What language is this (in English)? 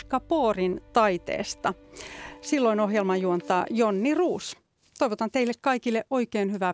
Finnish